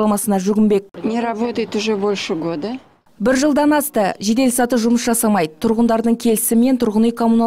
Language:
Kazakh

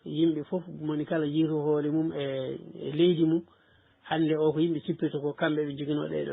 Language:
Fula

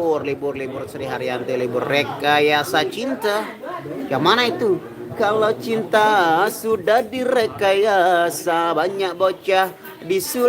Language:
Sasak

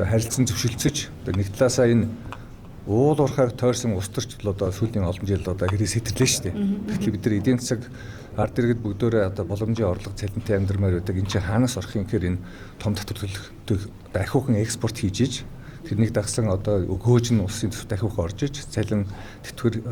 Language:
Mongolian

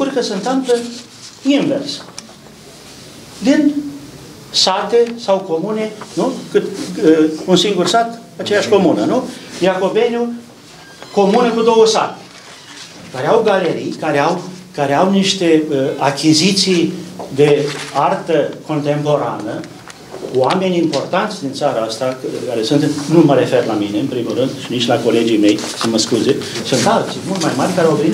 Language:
Romanian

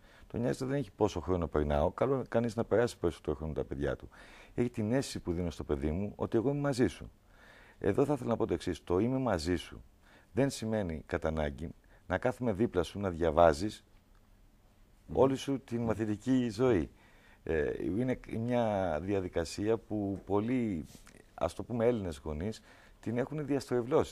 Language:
Greek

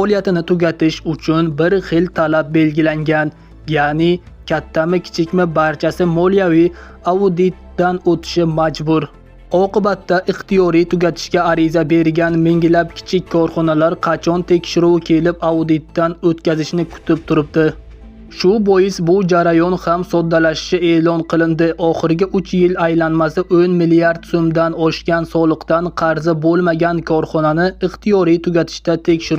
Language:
Uzbek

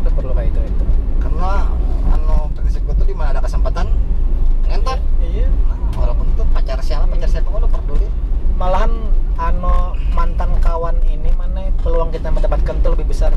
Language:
Banjar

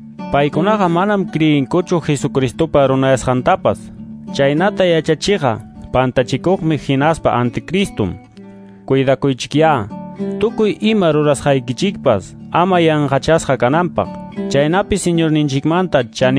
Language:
Quechua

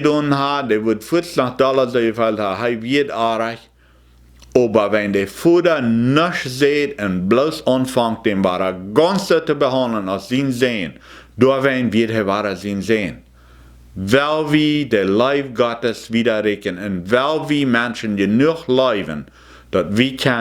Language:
Plautdietsch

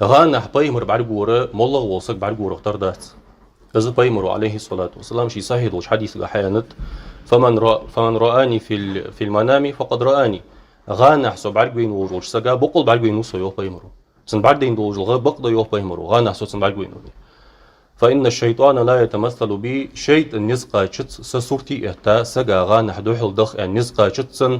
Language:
Ingush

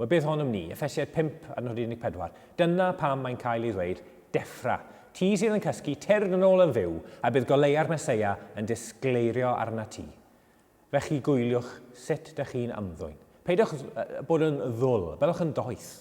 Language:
Welsh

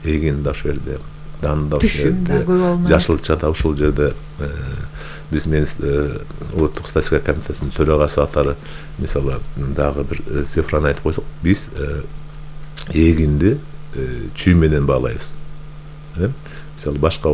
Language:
Kyrgyz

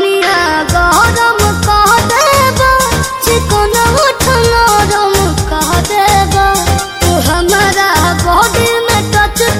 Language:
Bhojpuri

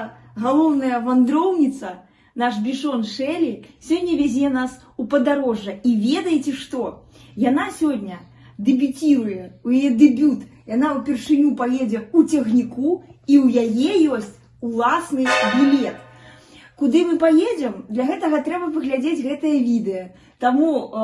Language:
Belarusian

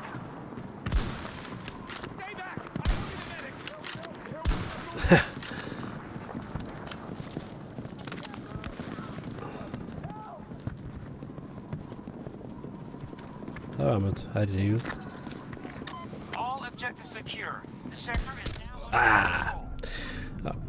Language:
Norwegian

